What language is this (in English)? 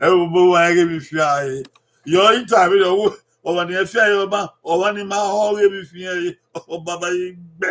Bini